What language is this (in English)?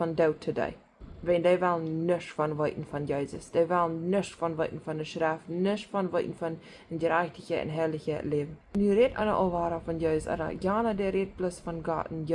Plautdietsch